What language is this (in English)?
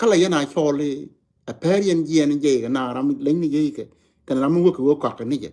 Nuer